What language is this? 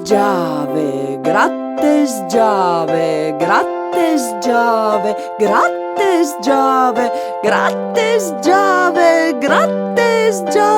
Friulian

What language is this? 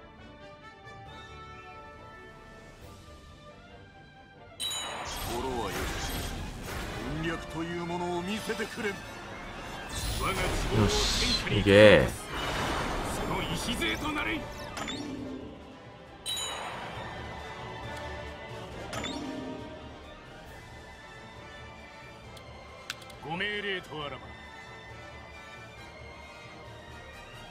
Japanese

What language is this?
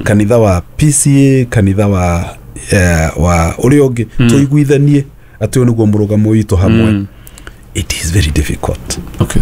Kikuyu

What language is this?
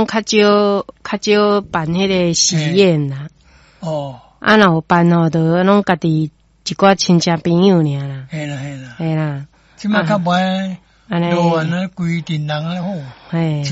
Min Nan Chinese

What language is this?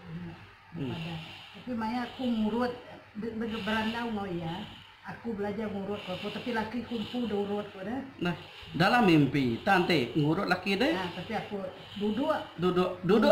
Iban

